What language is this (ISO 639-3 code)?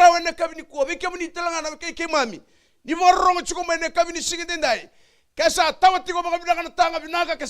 fij